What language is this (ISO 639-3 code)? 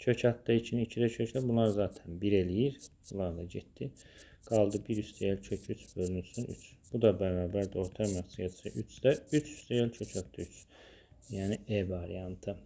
aze